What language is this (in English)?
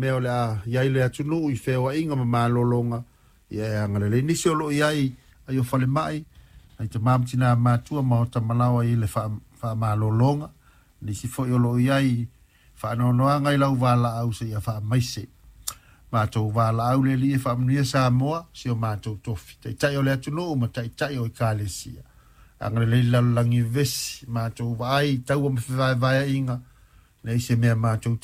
Samoan